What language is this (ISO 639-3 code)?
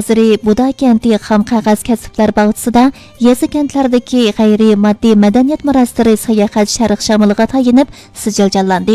uig